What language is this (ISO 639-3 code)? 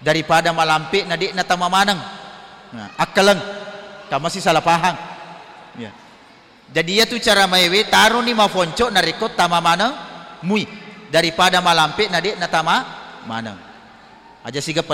bug